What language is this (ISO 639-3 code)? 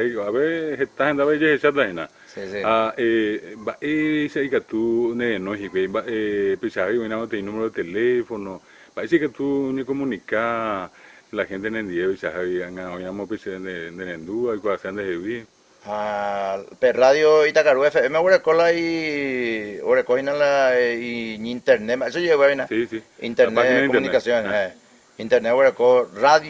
grn